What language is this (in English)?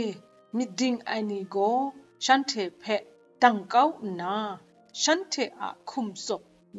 Kachin